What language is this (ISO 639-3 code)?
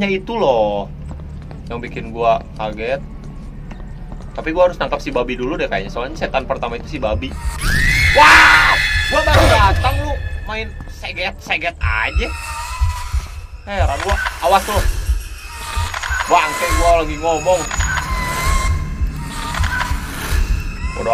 ind